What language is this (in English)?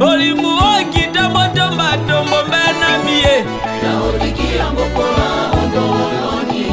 Tetela